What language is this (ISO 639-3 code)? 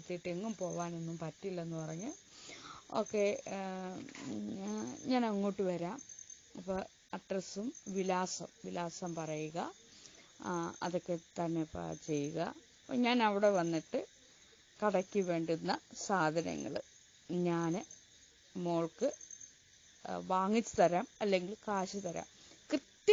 mal